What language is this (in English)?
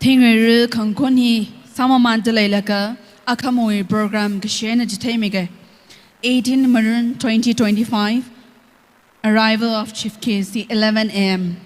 Tangkhul Naga (India)